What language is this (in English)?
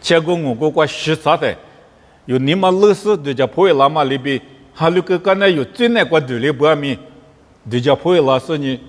Lisu